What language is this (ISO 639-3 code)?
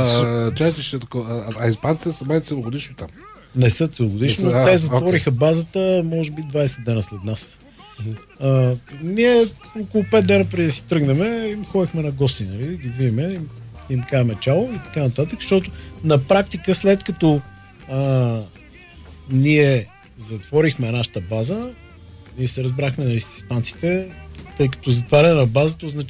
bul